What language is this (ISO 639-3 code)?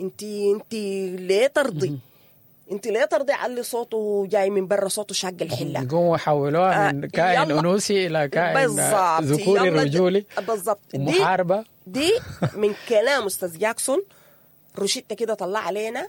apd